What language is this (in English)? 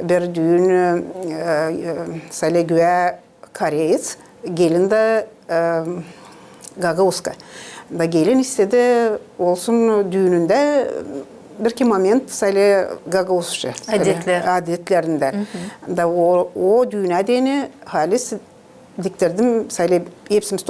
Gagauz